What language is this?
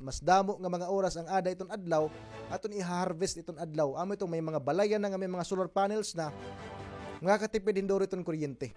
Waray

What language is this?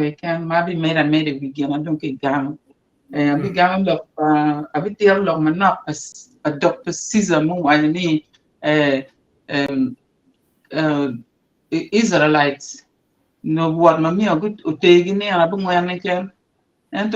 Acoli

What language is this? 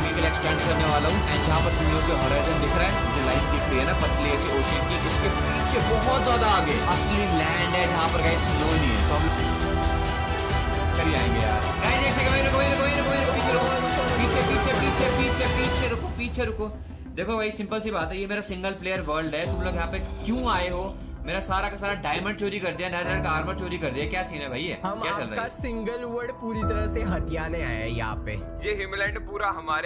Hindi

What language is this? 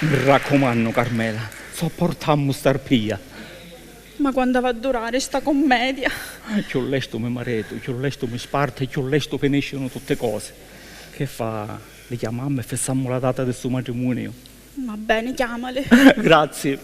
Sicilian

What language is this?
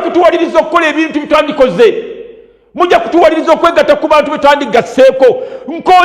Ganda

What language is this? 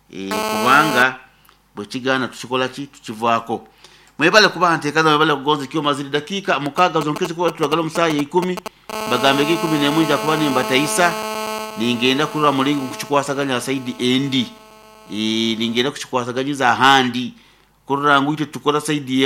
Nyoro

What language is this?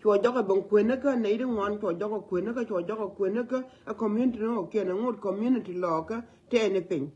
Nuer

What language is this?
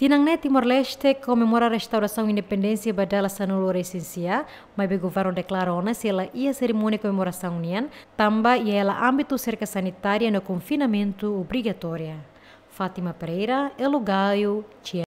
Tetum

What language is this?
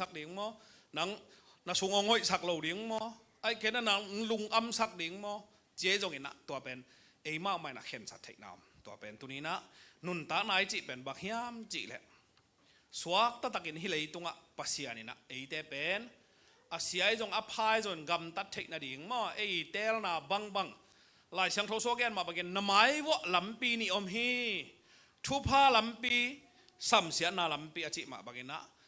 Tedim Chin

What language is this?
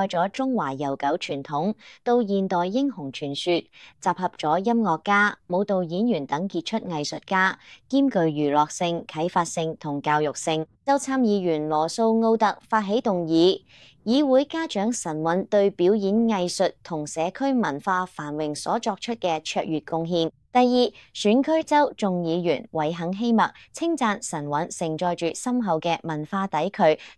Cantonese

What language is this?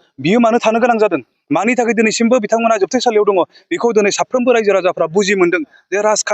Bodo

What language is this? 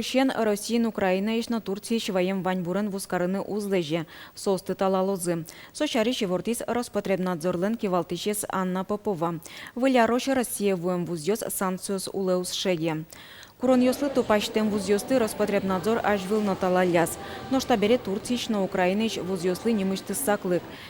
Udmurt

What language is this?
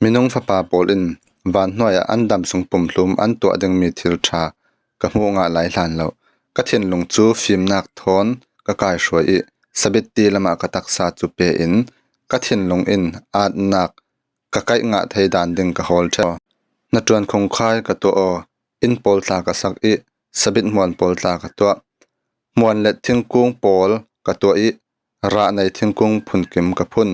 Falam Chin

